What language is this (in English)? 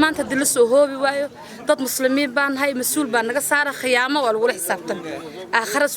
Somali